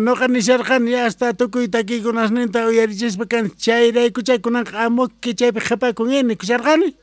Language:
South Bolivian Quechua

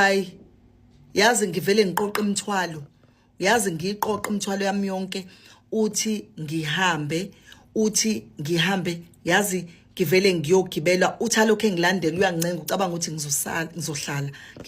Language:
Zulu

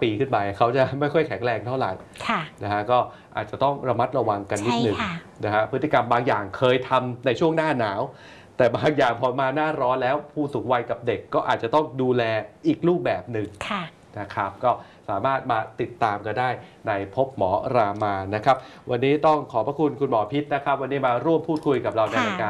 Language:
Thai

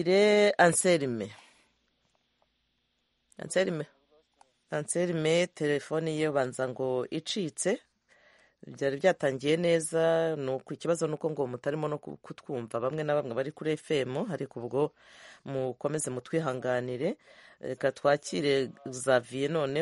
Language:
Kinyarwanda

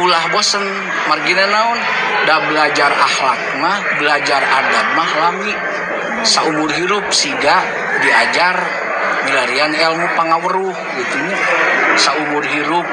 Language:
Sundanese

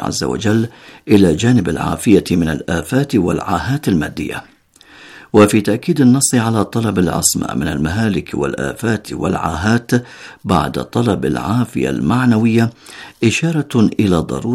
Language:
Arabic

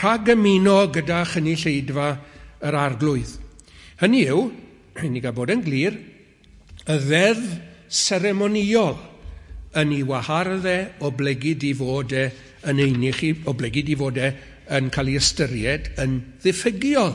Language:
Welsh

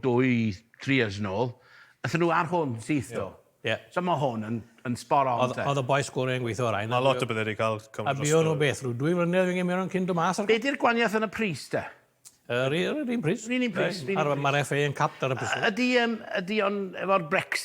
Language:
Welsh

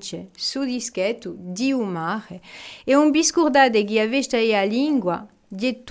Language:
Corsican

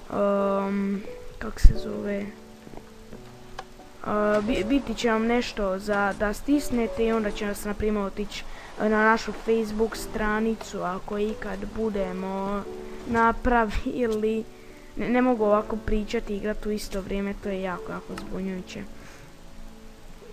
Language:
Croatian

